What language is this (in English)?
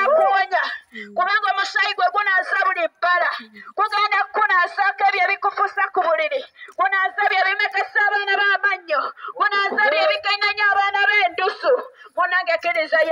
Ganda